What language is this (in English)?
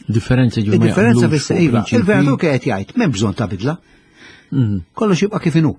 Maltese